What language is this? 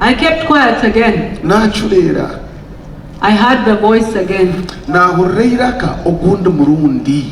Nyankole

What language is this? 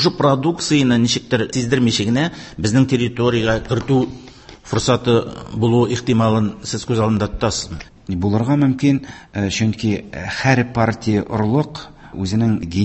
Tatar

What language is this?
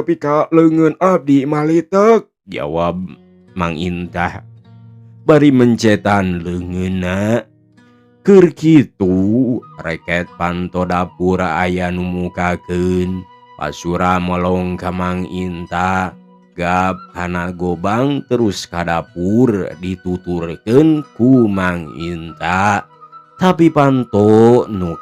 Sundanese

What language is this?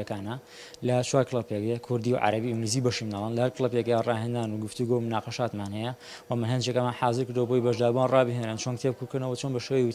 Central Kurdish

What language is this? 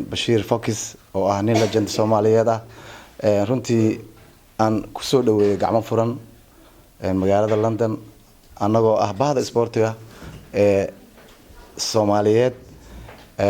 Somali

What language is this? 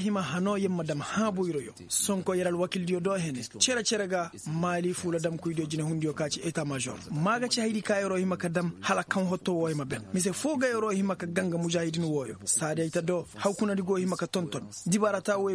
Koyraboro Senni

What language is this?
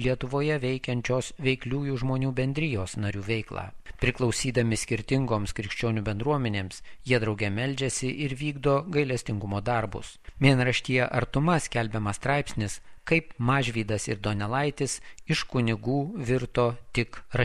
Lithuanian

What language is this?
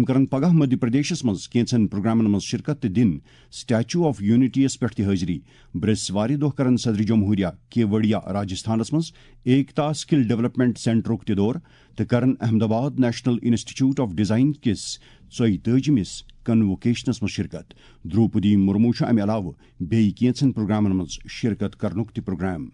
Kashmiri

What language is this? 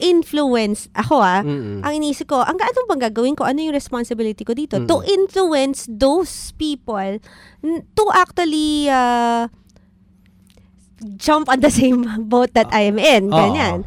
Filipino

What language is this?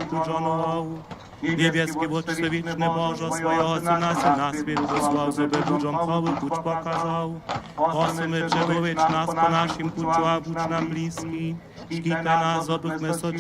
Upper Sorbian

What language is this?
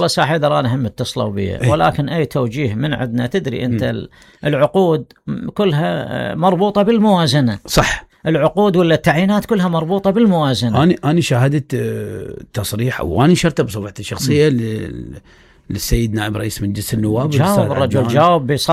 Mesopotamian Arabic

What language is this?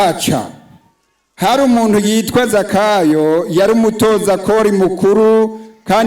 Rundi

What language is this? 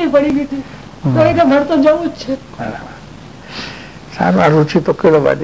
Gujarati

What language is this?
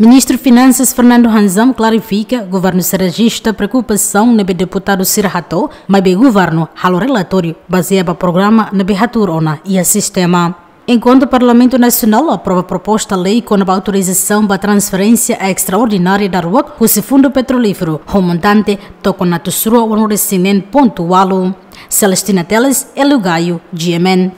Tetum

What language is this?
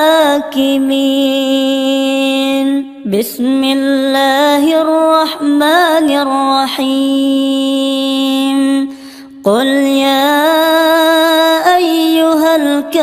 Arabic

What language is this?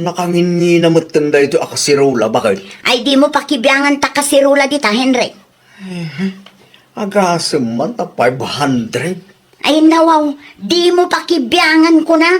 Iloko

